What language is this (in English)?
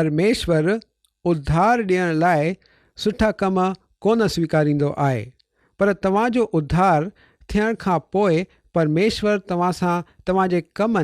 Sindhi